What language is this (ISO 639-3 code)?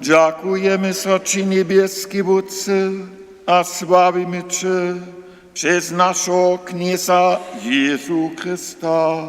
hsb